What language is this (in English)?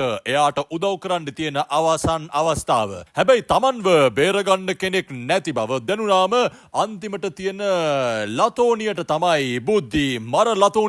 Sinhala